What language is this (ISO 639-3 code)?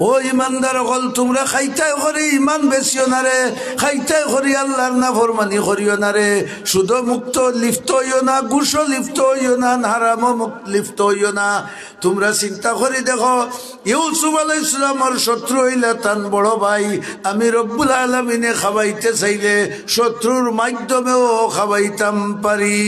syl